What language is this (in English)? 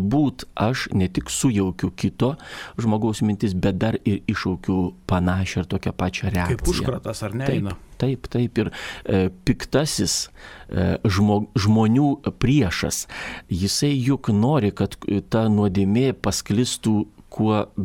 Lithuanian